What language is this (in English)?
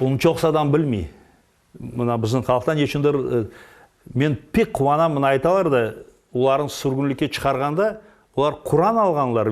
Crimean Tatar